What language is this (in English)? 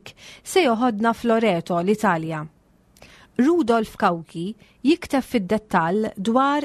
Maltese